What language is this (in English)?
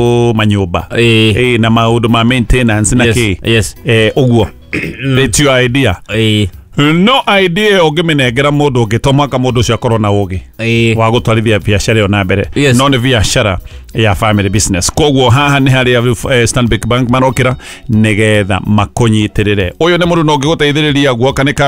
Kikuyu